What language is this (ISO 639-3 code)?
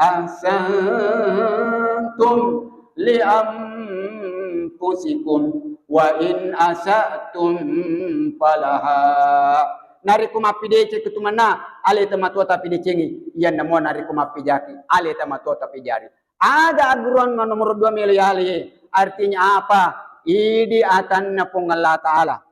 bug